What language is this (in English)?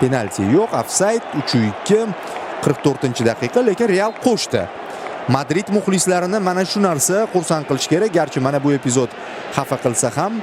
Uzbek